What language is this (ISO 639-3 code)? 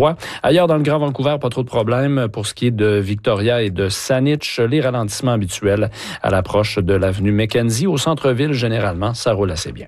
fra